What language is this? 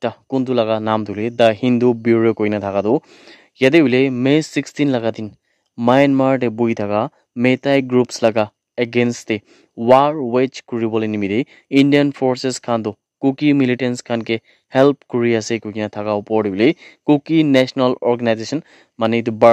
Naga Pidgin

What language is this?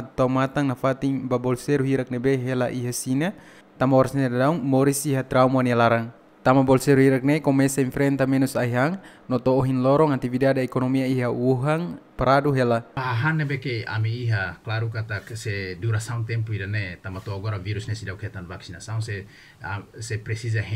Tetum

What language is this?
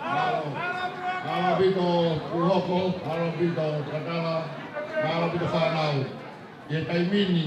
Tongan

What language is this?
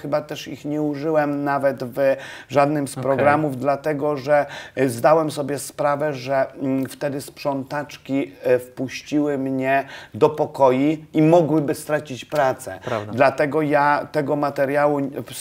Polish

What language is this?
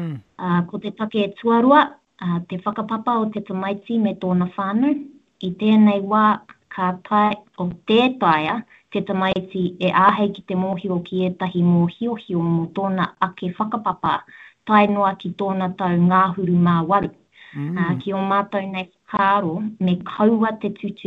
Māori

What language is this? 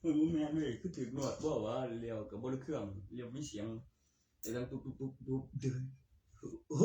Northeastern Thai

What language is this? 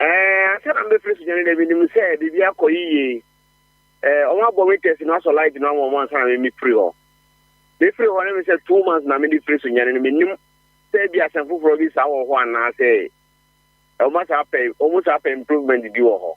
Akan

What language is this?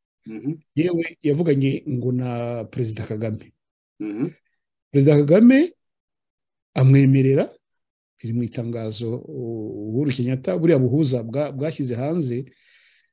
Kinyarwanda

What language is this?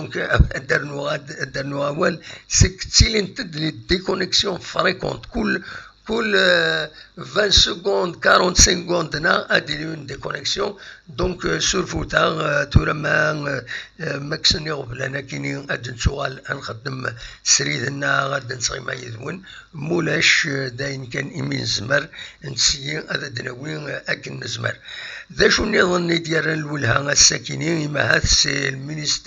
Kabyle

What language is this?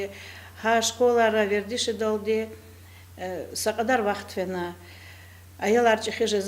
Lezghian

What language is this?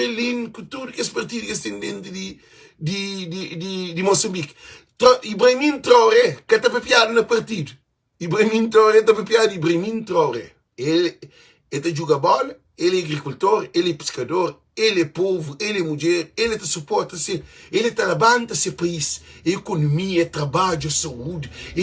Kabuverdianu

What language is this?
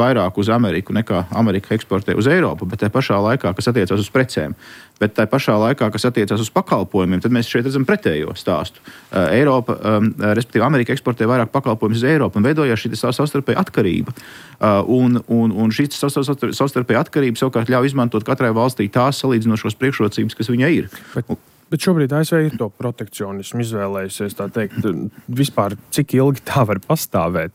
Latvian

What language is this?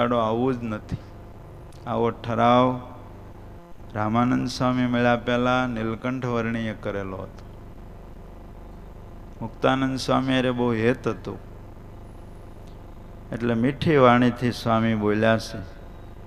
Gujarati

